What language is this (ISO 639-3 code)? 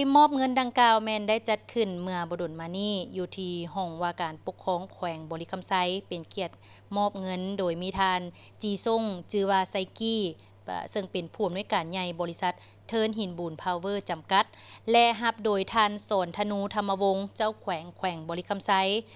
lao